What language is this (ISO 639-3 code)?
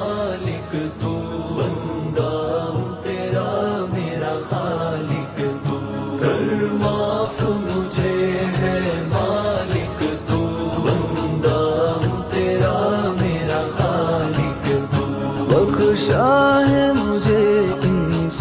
urd